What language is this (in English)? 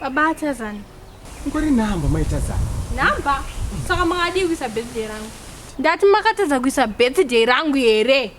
Shona